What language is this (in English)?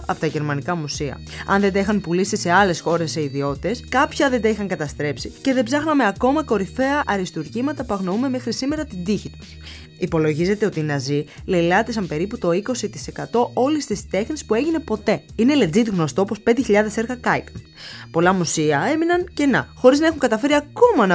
Greek